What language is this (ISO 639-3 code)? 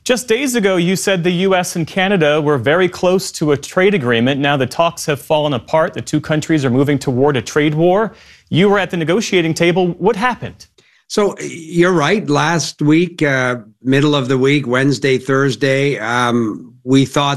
eng